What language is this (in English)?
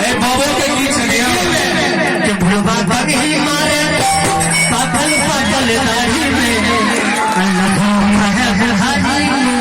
Maithili